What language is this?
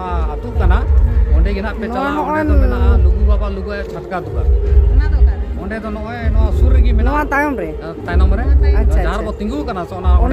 Santali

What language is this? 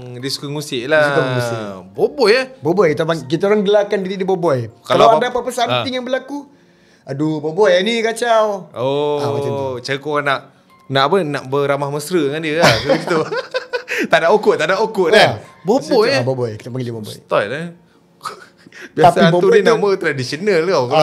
Malay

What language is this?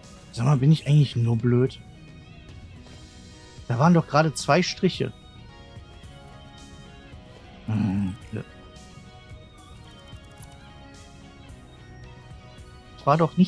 German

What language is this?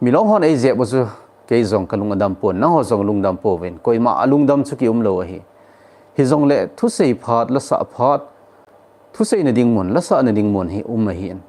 Thado Chin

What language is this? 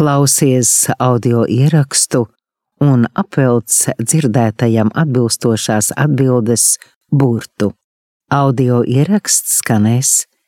Latvian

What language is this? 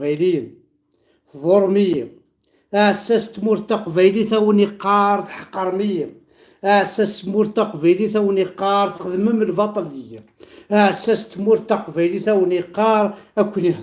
Kabyle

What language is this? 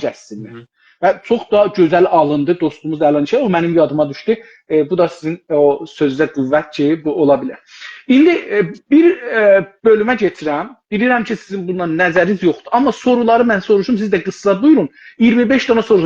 South Azerbaijani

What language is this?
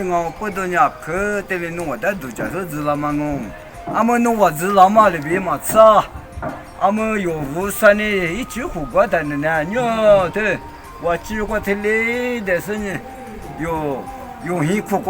Lisu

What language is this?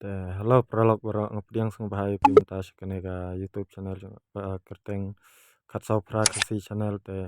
Khasi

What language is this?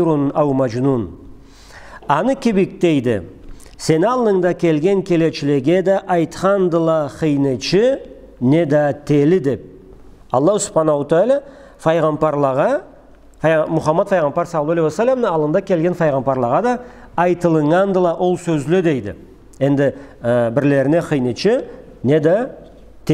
Karachay-Balkar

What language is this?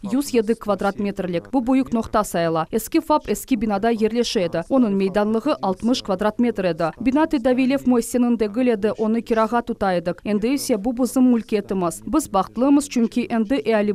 Crimean Tatar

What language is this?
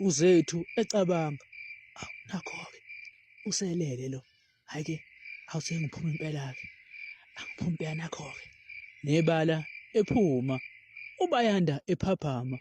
Zulu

